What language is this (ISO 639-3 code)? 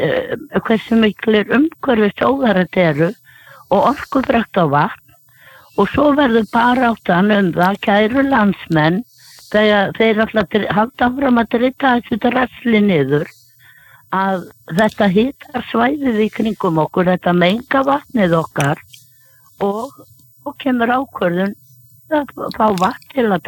isl